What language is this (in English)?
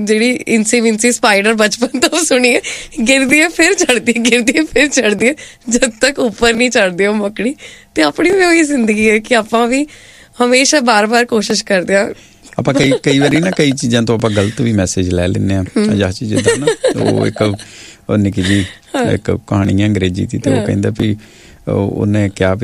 Punjabi